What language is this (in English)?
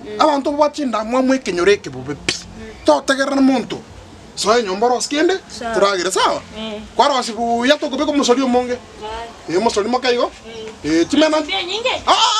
Gusii